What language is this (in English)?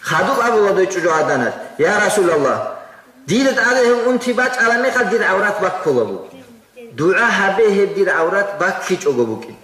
Avaric